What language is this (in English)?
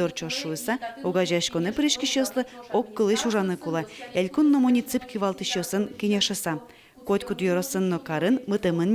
Udmurt